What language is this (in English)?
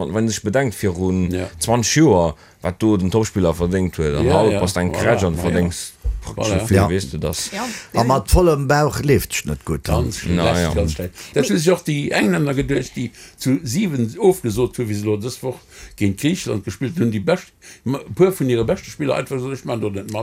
Luxembourgish